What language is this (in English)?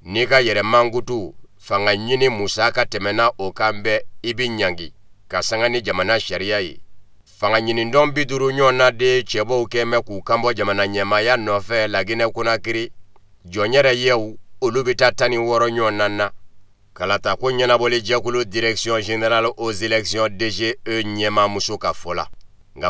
Bambara